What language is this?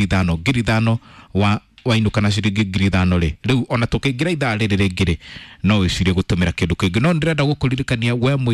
Kikuyu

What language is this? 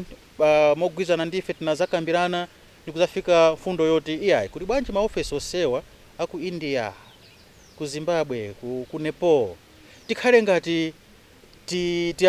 Nyanja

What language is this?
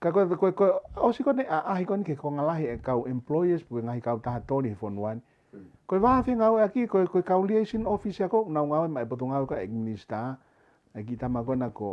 Tongan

